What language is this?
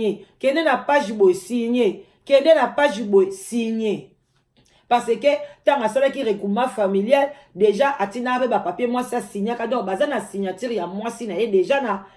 Lingala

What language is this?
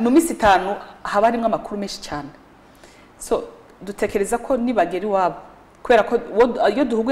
Kinyarwanda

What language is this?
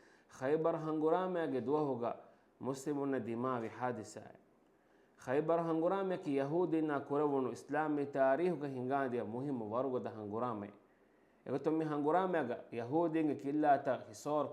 Divehi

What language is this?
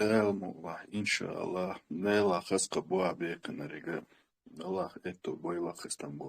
Chechen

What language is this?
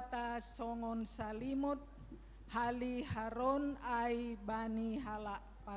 Batak Simalungun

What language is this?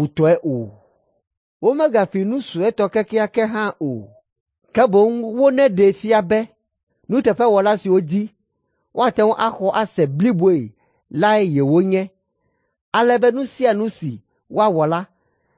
Ewe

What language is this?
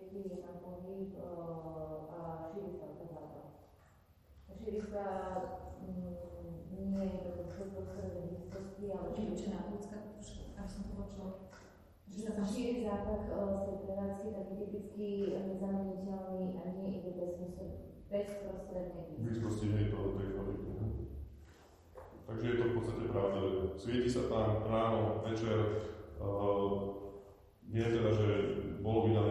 Slovak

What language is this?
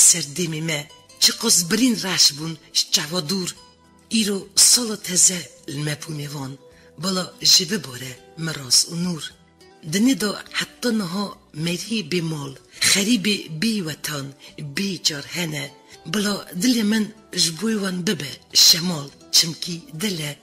Kurdish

